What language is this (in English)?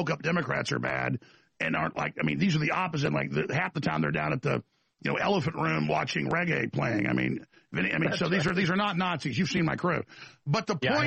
English